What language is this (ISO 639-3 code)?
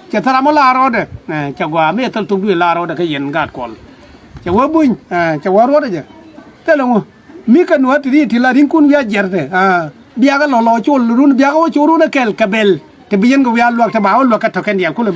nus